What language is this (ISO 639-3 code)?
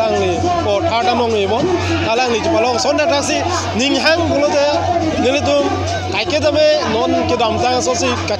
mjw